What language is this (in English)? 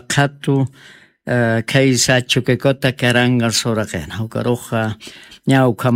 Aymara